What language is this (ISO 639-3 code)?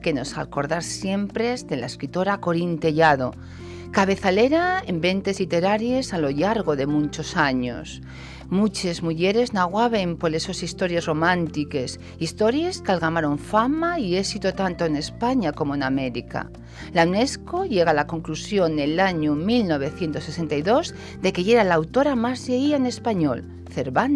ast